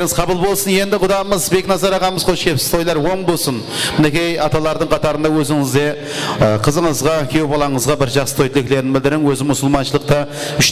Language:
Kara-Kalpak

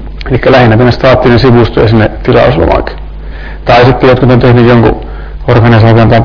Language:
Finnish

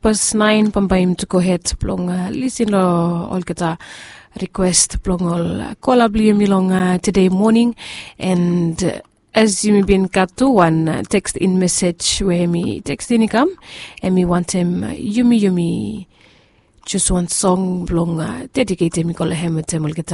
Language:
Bislama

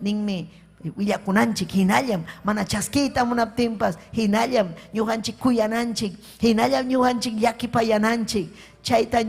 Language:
Ayacucho Quechua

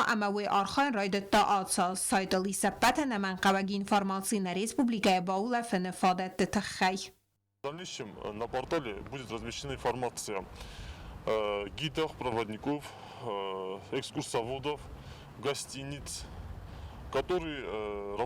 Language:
Ossetic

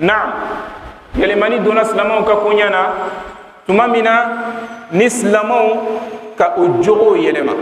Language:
Bambara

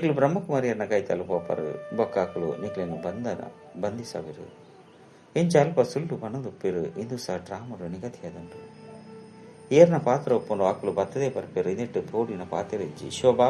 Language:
Tulu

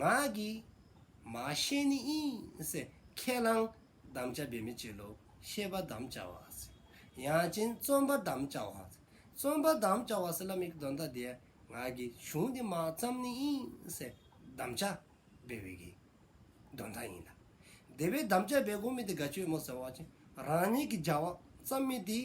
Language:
Dzongkha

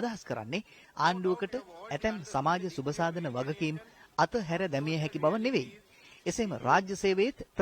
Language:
Sinhala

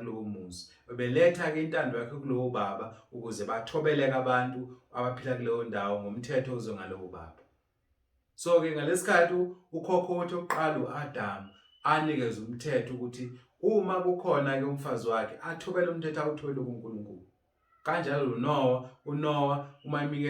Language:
Zulu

